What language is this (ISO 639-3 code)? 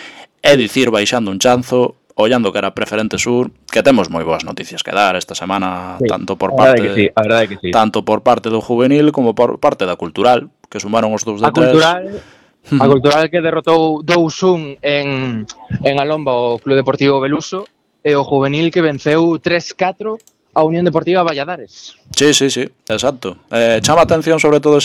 glg